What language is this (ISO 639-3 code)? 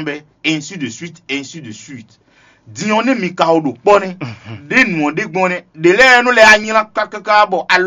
fon